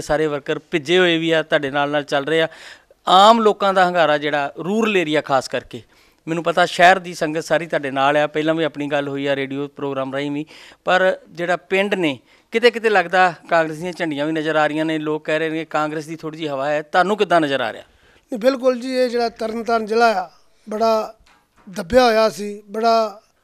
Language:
Punjabi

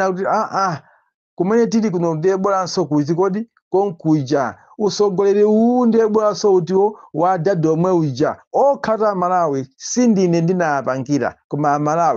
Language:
Nyanja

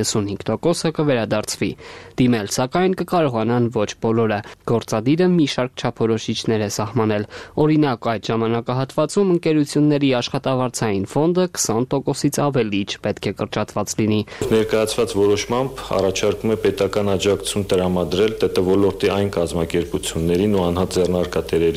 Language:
Armenian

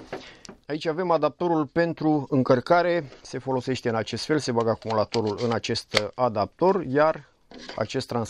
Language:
Romanian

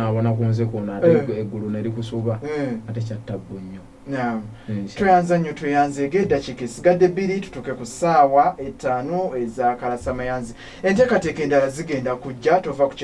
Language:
Ganda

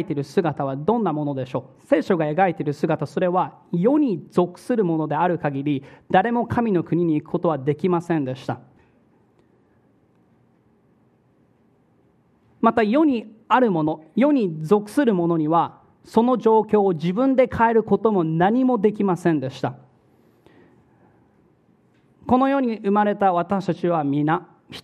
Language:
Japanese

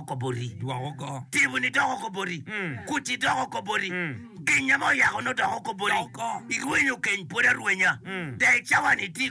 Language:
Acoli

